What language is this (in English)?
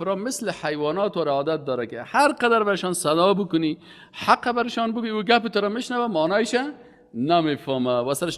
Persian